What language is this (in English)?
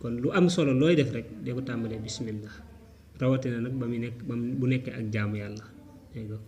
Wolof